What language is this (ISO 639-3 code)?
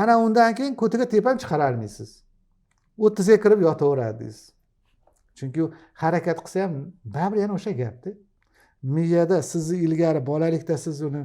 uzb